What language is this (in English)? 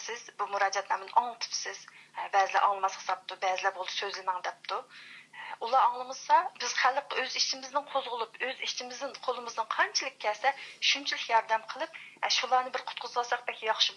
Uyghur